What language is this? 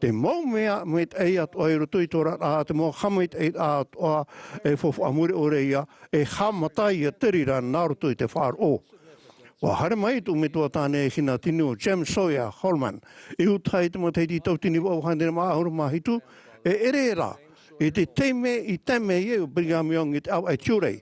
Tahitian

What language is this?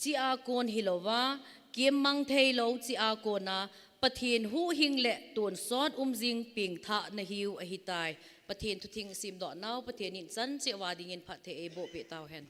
Thado Chin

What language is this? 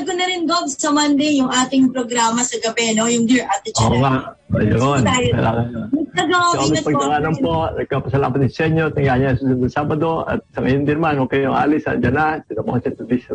Filipino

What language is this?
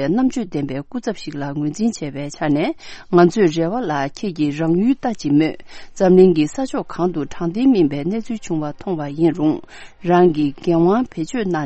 Tibetan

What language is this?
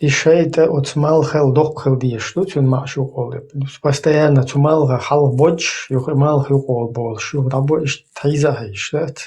Chechen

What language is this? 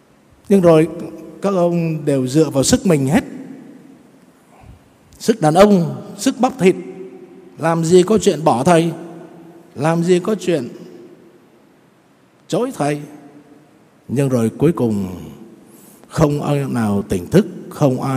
Vietnamese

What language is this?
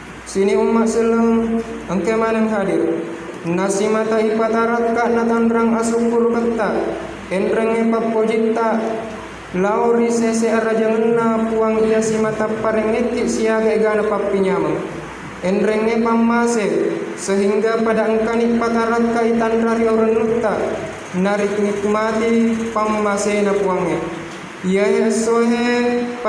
Buginese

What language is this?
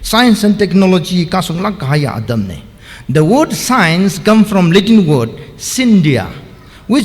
Tangkhul Naga (India)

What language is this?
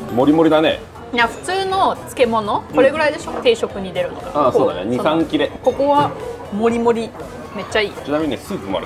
Japanese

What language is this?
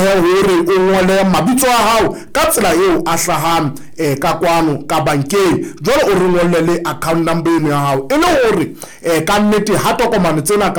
Southern Sotho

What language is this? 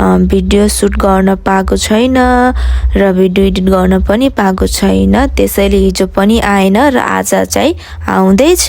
Nepali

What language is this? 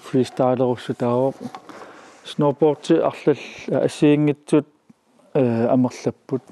Kalaallisut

